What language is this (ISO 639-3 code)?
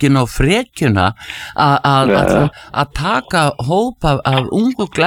isl